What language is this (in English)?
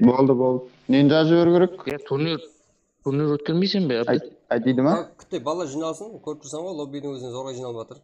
Kara-Kalpak